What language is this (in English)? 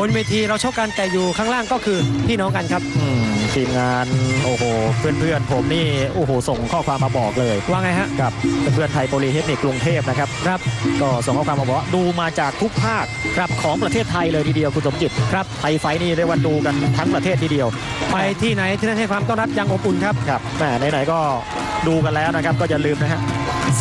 Thai